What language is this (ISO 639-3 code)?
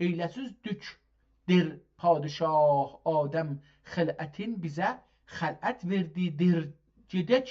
azb